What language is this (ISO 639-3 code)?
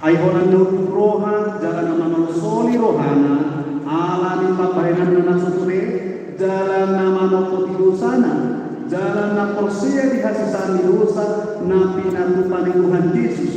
bbc